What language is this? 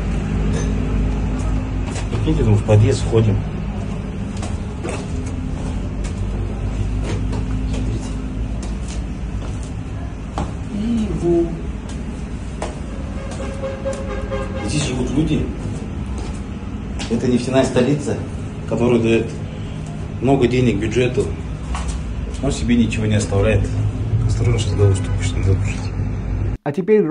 Russian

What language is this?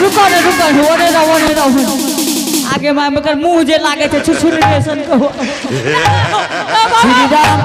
Angika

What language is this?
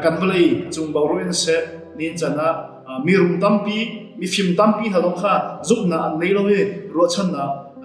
Hakha Chin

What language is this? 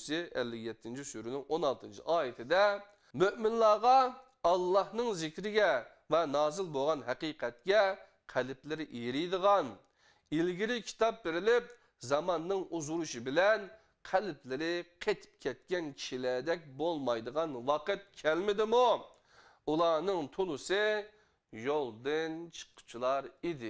Uyghur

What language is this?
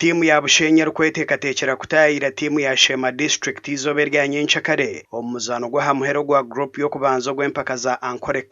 Nyankole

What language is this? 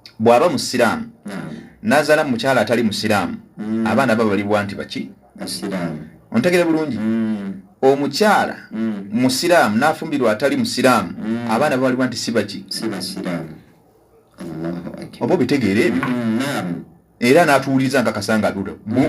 Ganda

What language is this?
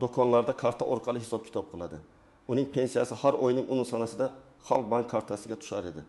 Uzbek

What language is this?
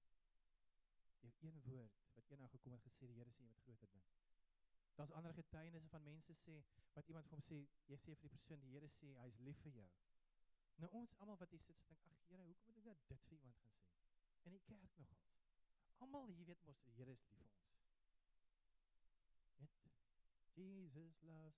Afrikaans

